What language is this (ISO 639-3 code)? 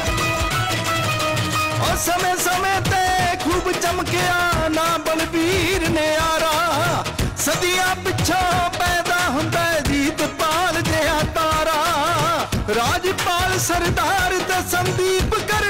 pan